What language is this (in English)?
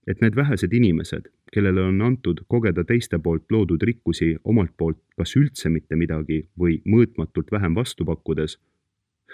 Estonian